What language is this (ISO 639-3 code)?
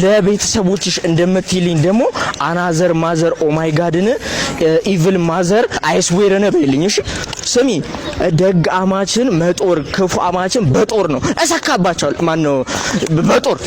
amh